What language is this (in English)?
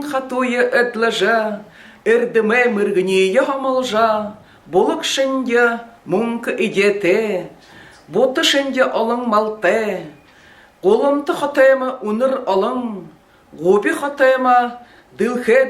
Buriat